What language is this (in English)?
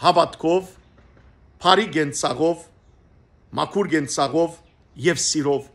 Western Armenian